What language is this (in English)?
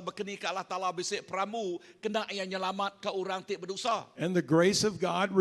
Iban